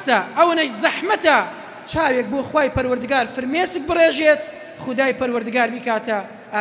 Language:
Central Kurdish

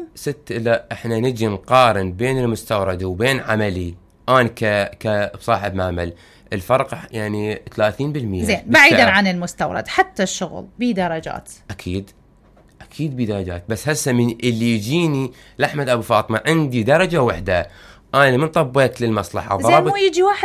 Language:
Mesopotamian Arabic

